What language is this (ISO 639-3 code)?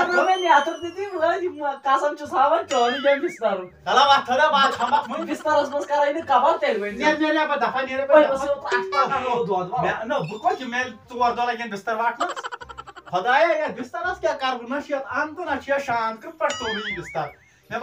kas